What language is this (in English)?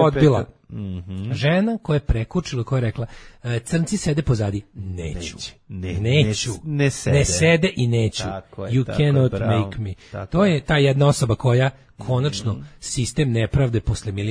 Serbian